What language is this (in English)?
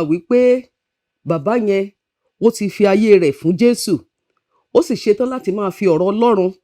Yoruba